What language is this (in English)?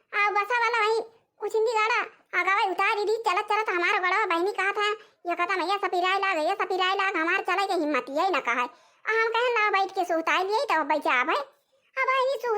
Awadhi